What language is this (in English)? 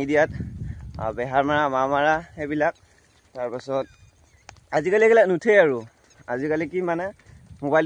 Assamese